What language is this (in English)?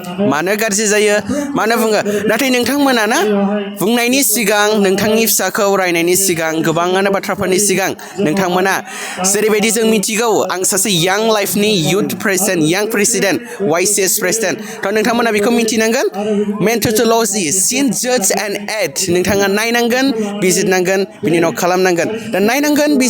Bodo